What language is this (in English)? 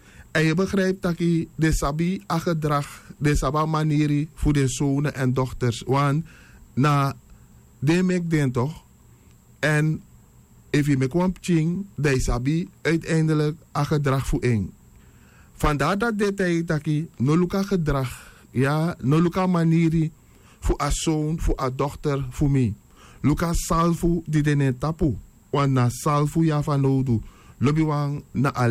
Sranan Tongo